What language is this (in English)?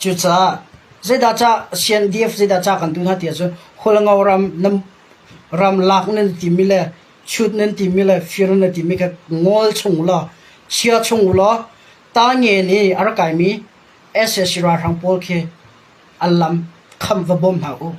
Hakha Chin